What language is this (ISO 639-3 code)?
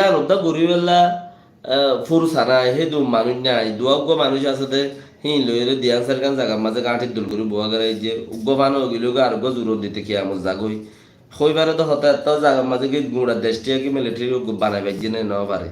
rhg